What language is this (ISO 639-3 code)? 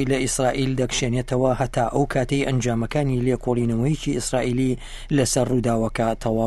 ckb